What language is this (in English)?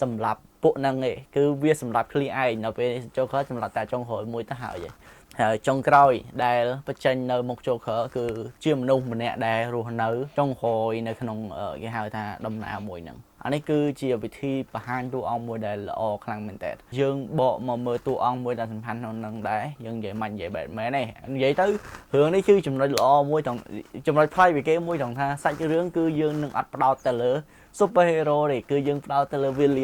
Khmer